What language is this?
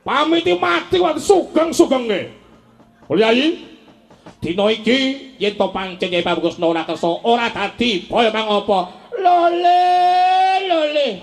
Javanese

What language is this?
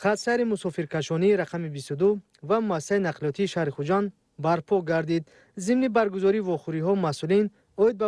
Tajik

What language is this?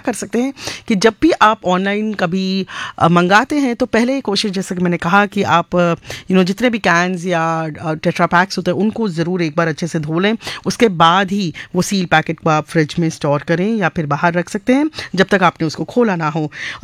Hindi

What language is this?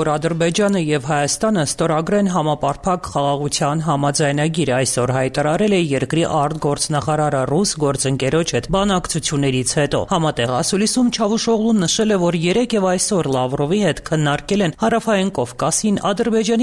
Armenian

